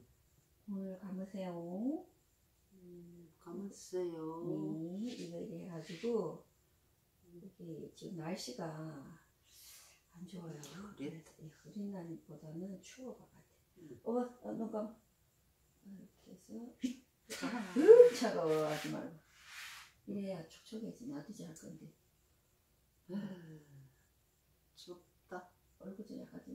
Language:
Korean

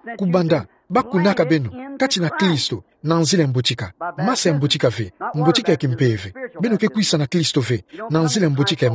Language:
Kituba (Democratic Republic of Congo)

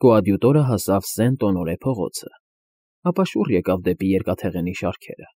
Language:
Armenian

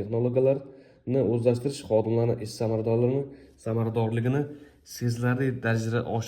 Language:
Uzbek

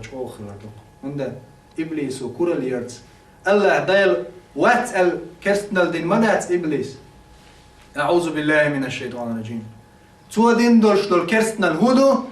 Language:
Chechen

